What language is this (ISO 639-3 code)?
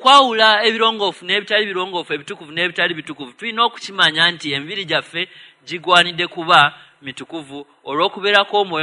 lug